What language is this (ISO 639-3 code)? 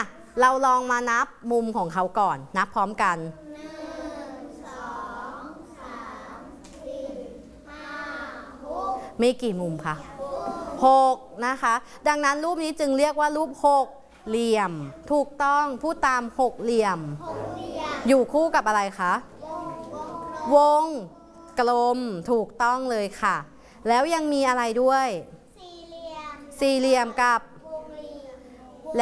tha